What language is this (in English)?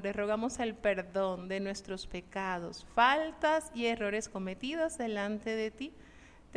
Spanish